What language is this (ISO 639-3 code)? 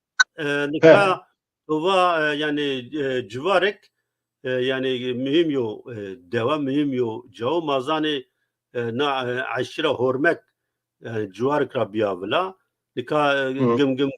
zza